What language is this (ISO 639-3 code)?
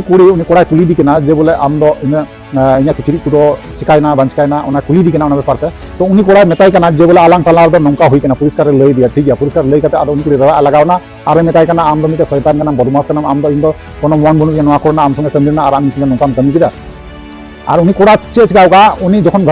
sat